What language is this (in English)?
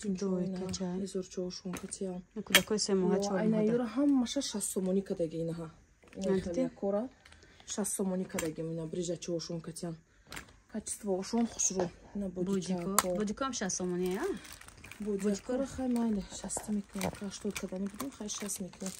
Tajik